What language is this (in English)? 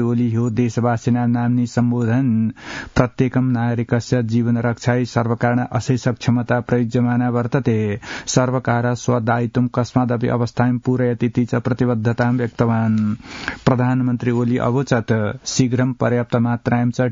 Sanskrit